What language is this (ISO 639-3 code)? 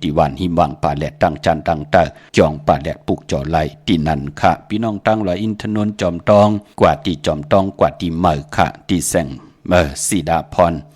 shn